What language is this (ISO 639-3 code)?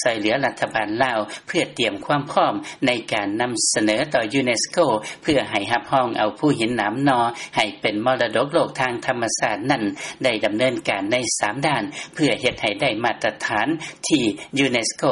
lao